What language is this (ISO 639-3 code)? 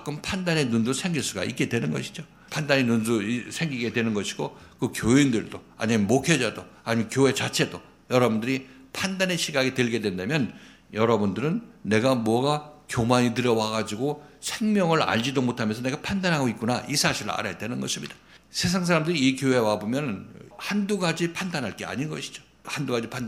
kor